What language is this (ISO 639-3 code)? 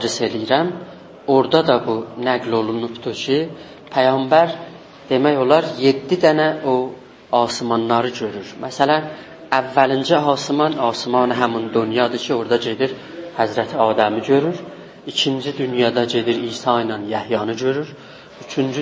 azb